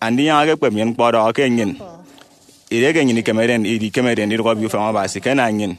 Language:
Efik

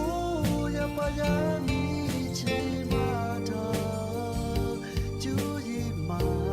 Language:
Lahu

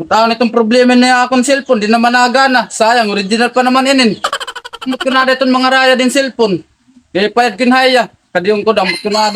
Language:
Waray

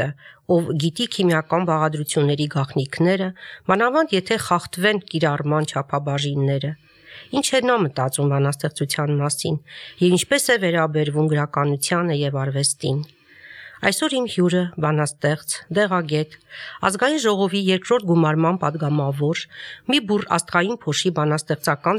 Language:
Armenian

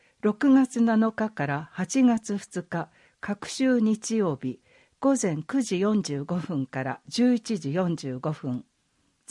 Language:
Japanese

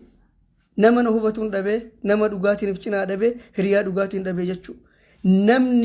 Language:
Oromo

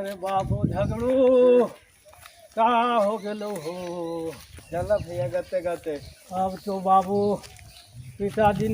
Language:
Magahi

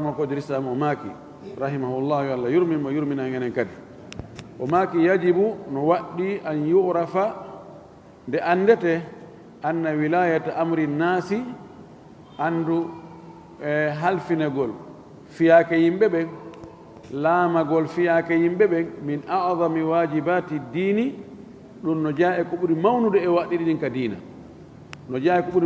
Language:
Fula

